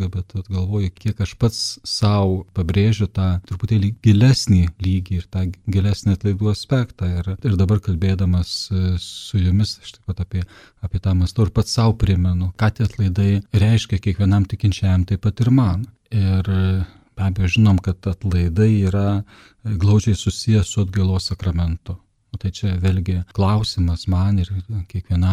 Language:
Lithuanian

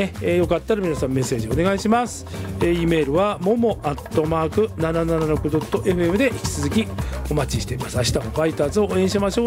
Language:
Japanese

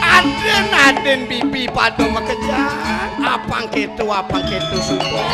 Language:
Balinese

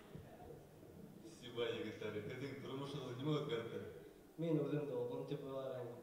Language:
Bashkir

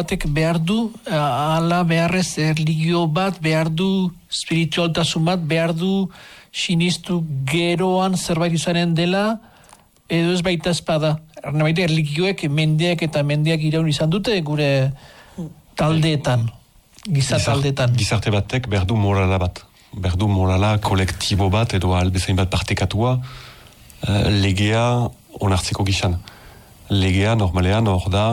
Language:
Basque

